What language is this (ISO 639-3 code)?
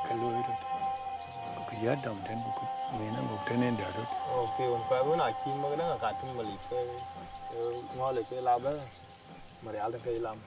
din